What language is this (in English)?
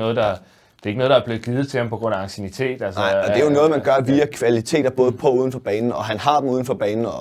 Danish